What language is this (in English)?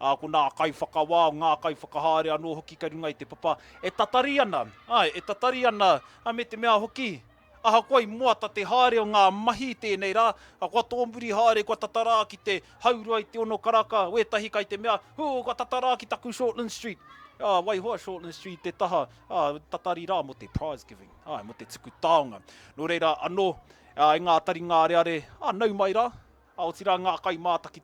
Māori